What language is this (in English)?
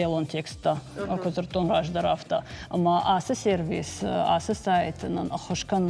Ossetic